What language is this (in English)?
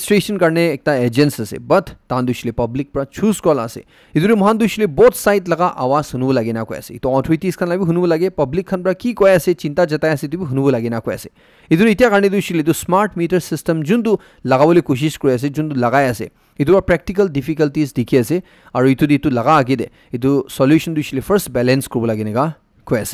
Naga Pidgin